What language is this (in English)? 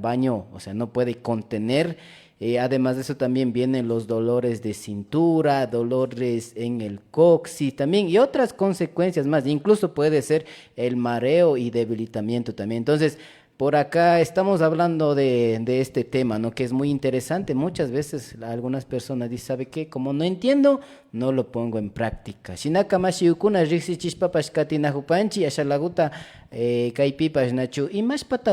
Imbabura Highland Quichua